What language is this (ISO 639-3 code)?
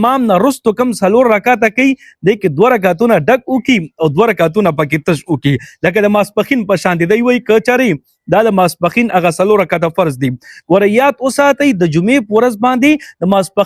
pus